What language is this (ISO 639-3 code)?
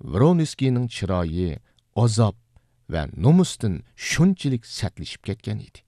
uig